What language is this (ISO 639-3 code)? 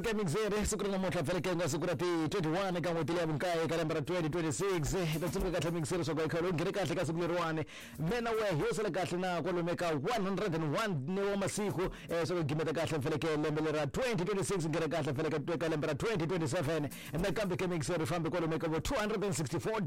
tso